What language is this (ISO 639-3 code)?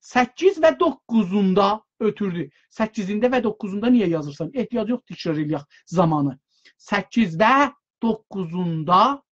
azb